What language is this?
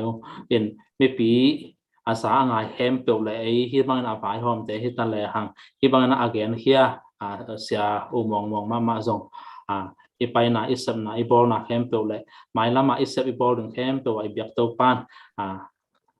Tedim Chin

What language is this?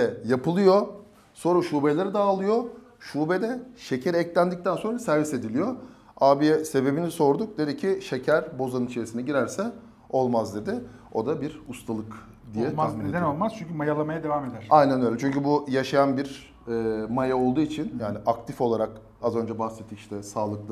Turkish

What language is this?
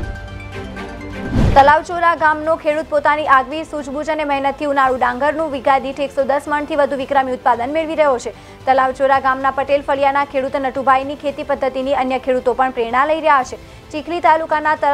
Gujarati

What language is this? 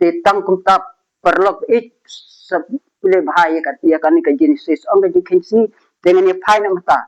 Khasi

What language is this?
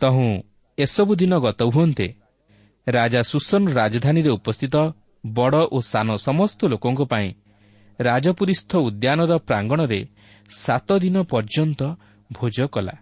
Odia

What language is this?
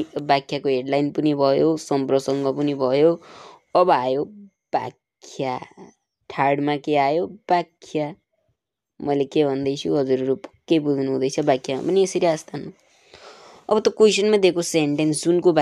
Nepali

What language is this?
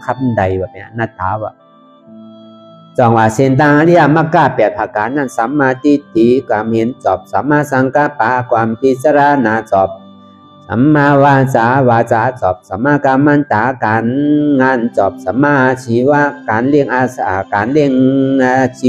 Shan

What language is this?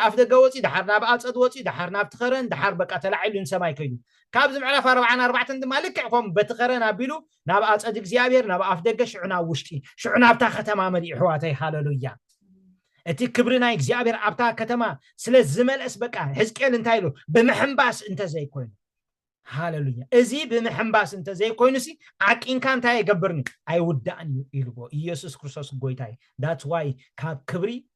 Tigrinya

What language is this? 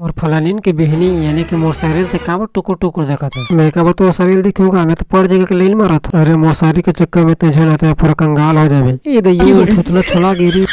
Chhattisgarhi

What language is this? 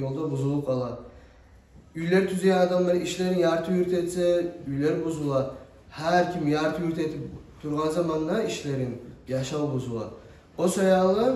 Kumyk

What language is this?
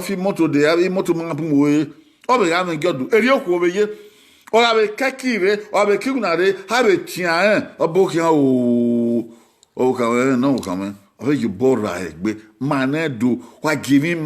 Bini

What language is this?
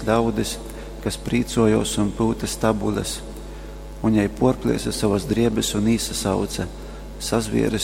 Latgalian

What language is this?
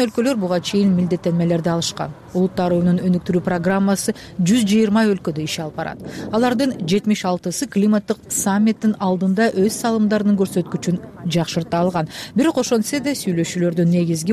Kyrgyz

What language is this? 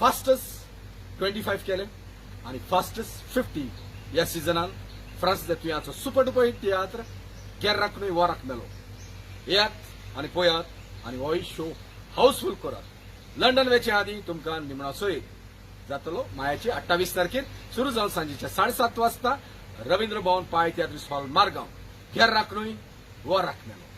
Konkani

